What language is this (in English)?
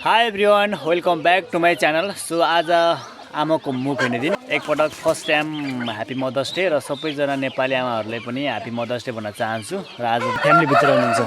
Nepali